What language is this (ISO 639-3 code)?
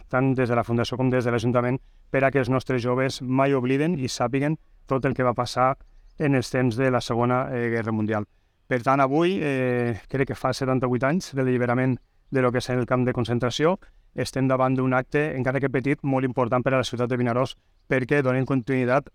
cat